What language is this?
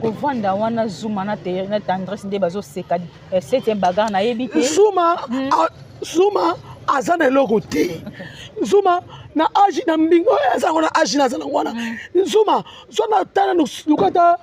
Lingala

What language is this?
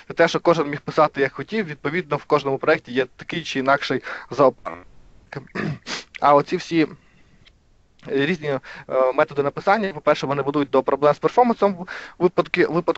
Ukrainian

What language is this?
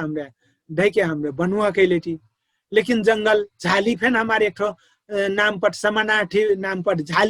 Dangaura Tharu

